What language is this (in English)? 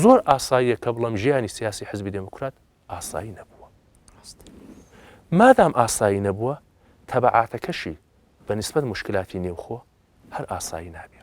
Central Kurdish